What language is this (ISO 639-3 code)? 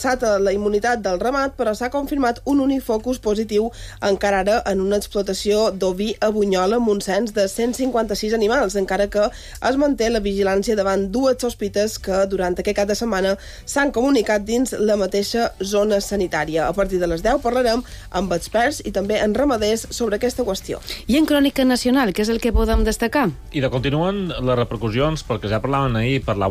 cat